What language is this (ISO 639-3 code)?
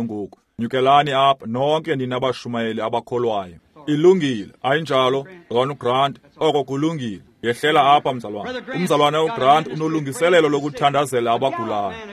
xho